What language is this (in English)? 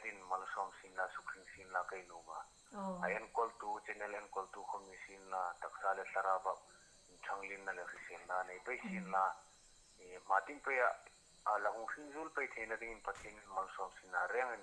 Hmar